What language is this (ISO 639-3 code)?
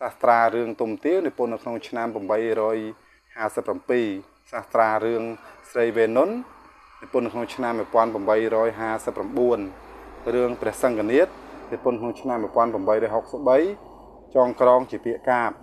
khm